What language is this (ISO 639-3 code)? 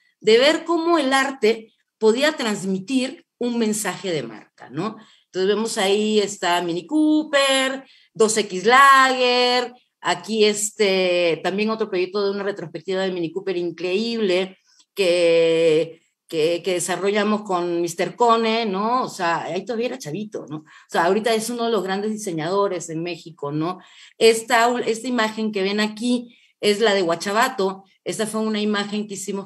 spa